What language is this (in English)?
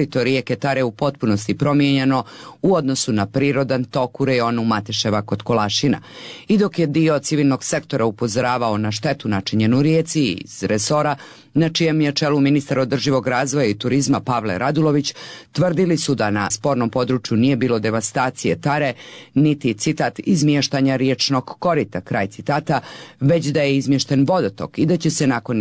Croatian